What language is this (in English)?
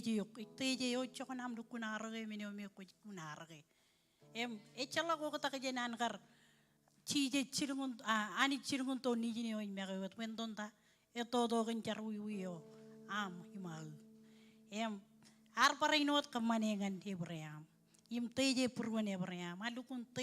Marshallese